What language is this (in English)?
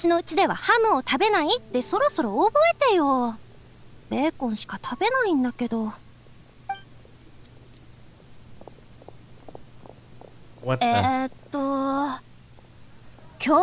Japanese